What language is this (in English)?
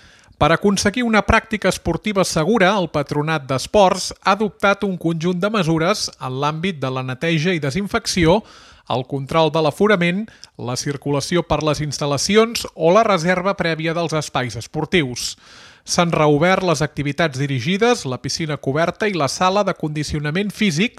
Catalan